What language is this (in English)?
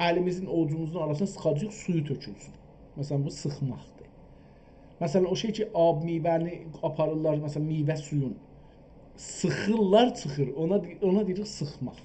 South Azerbaijani